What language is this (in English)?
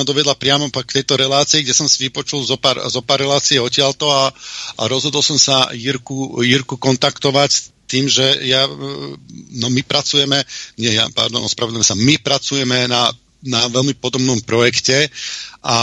Slovak